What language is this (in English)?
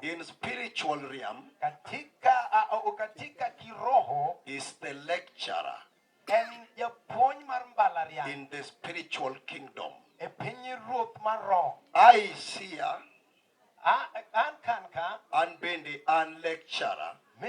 Luo (Kenya and Tanzania)